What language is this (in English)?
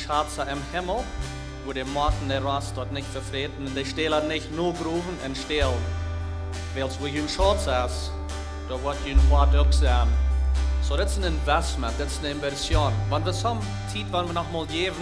Plautdietsch